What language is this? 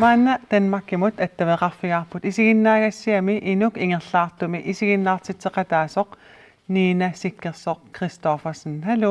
Kalaallisut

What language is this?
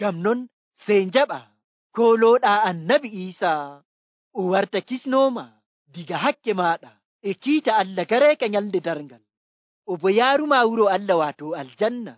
Nigerian Fulfulde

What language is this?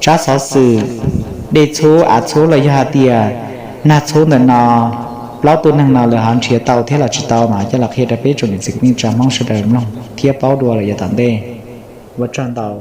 Hmong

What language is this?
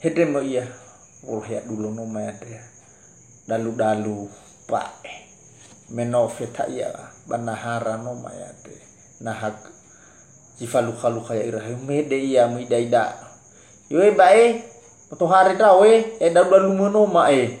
Nias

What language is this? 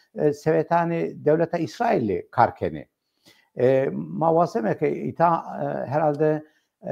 Zaza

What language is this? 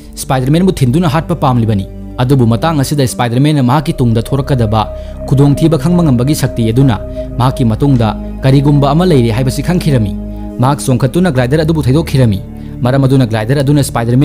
Manipuri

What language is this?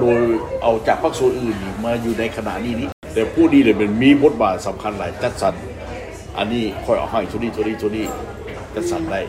Lao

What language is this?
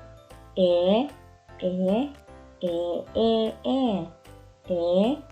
Waray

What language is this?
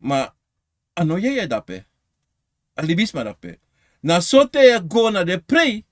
Sranan Tongo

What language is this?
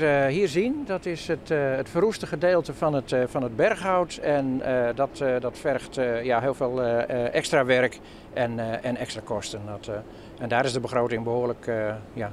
Western Frisian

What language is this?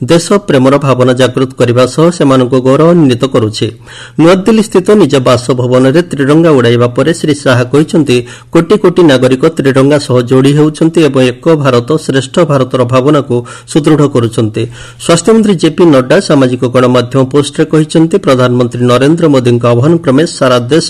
Odia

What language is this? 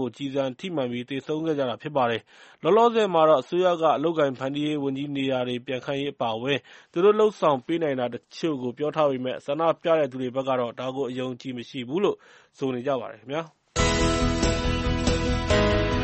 Burmese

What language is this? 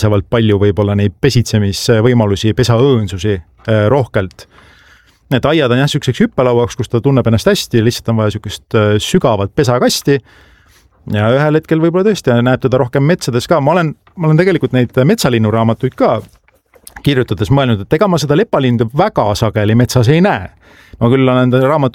Estonian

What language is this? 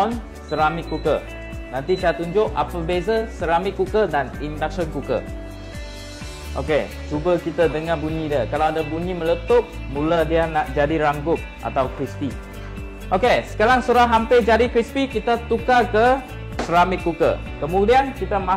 Malay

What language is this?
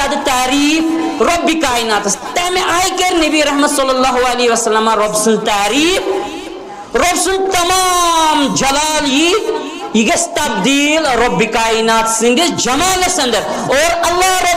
Kashmiri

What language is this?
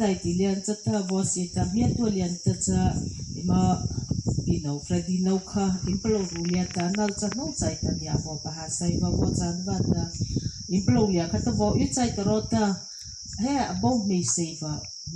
Mara Chin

